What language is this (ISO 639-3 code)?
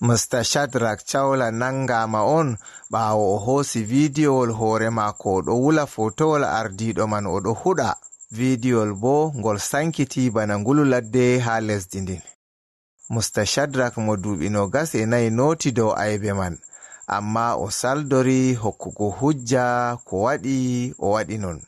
ful